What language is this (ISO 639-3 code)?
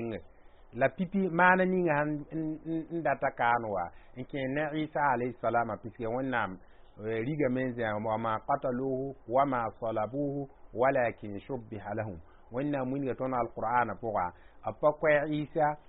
mos